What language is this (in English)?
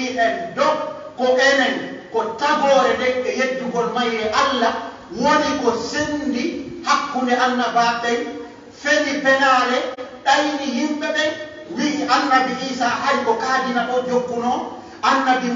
Pular